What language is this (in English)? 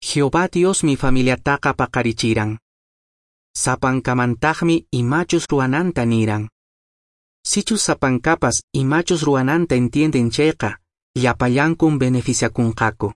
Quechua